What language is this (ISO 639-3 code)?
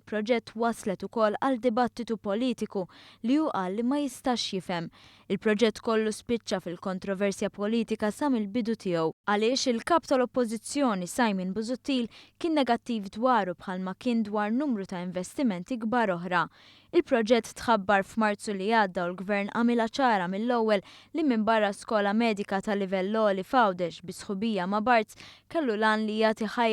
mlt